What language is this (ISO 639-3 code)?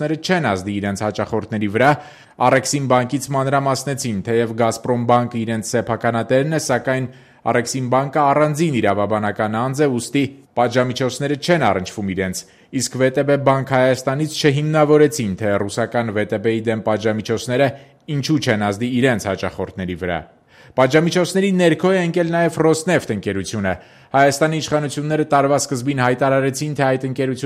hye